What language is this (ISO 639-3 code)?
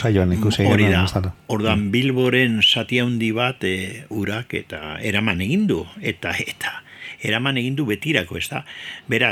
eus